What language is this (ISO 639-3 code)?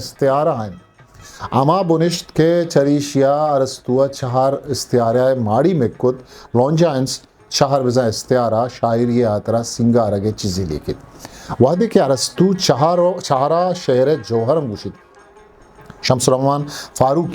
bgp